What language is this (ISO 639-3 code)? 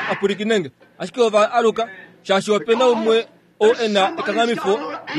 kua